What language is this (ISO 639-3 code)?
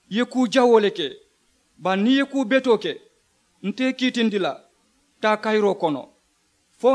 man